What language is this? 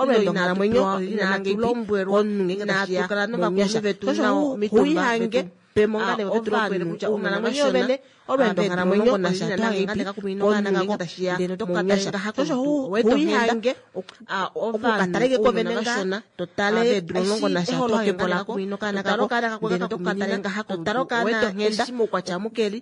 Kuanyama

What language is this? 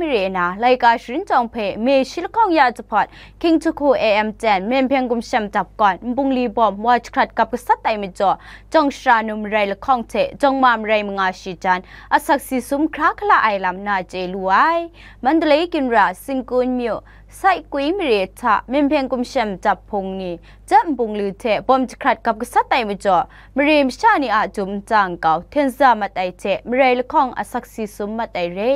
Kachin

